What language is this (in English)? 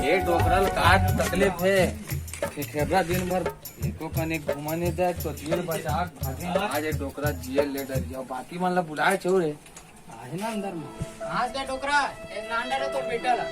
Chhattisgarhi